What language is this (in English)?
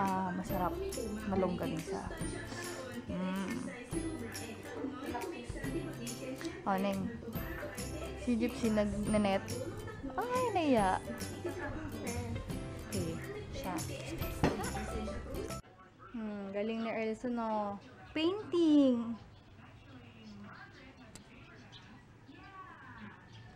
Filipino